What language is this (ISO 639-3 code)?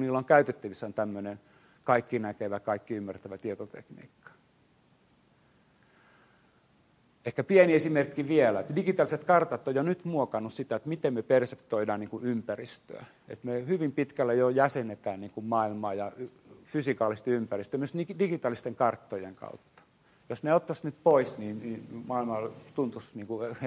fin